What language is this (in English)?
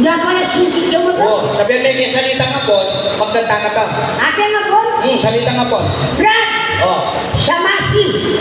Pampanga